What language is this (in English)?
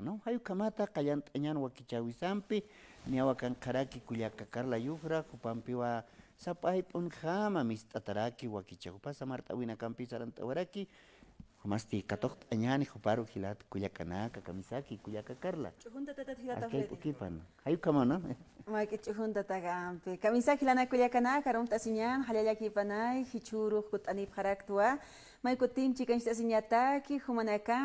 Aymara